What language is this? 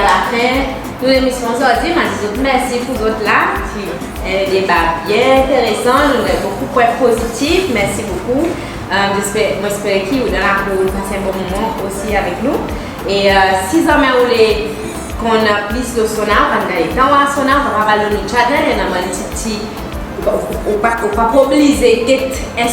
Seselwa Creole French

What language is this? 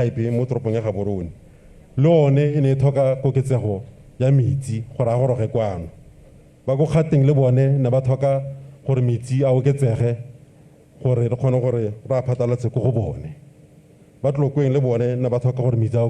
Tswana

